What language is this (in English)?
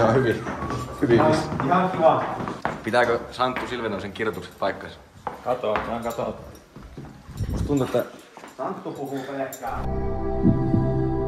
Finnish